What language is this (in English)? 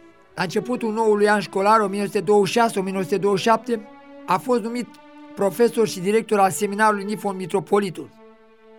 Romanian